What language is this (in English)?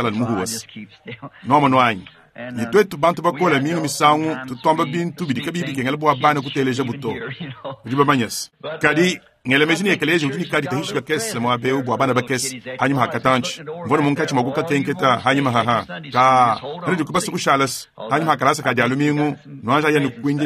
Luba-Lulua